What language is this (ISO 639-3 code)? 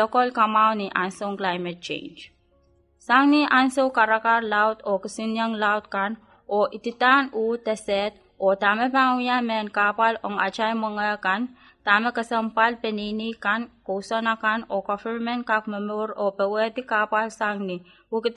pon